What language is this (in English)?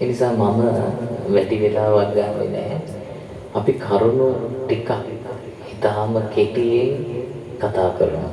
Sinhala